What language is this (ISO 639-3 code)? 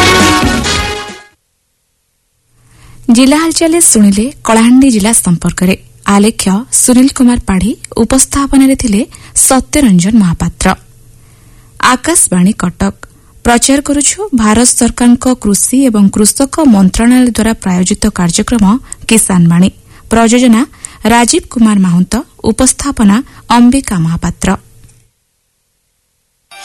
ori